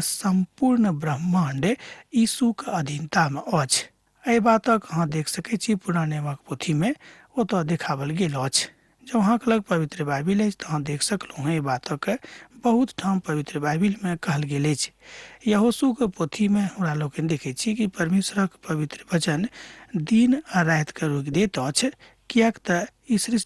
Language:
Maithili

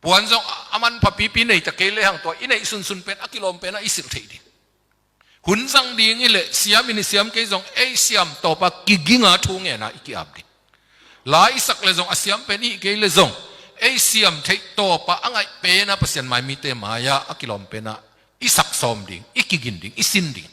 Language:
Tedim Chin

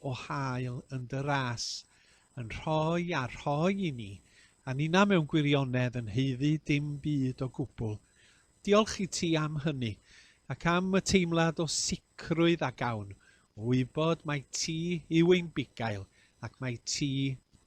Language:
Welsh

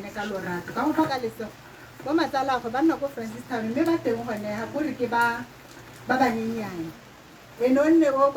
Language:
Tswana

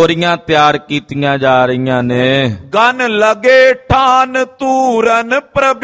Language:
Punjabi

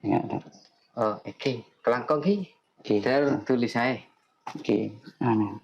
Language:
Madurese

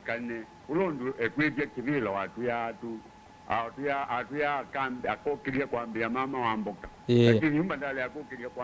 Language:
Kamba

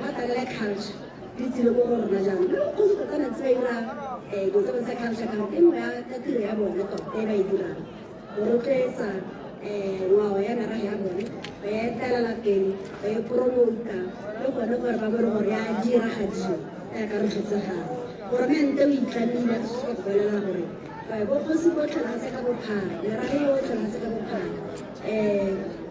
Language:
Tswana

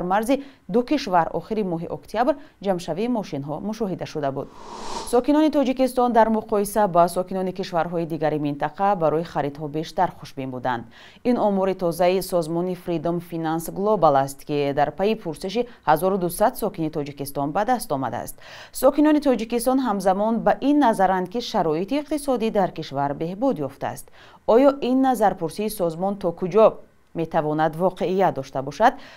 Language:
Tajik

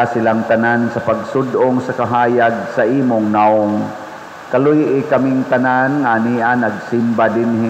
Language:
Cebuano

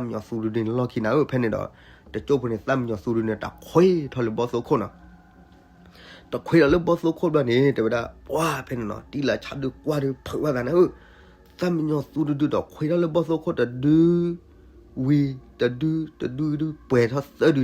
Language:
S'gaw Karen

